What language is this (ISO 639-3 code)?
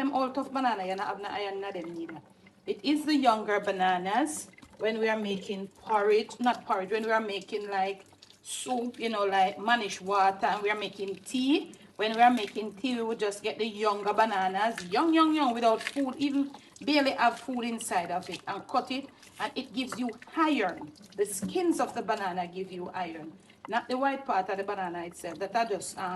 jam